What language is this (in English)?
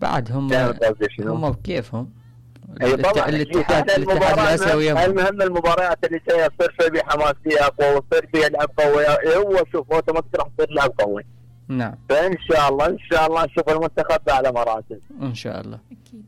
Mesopotamian Arabic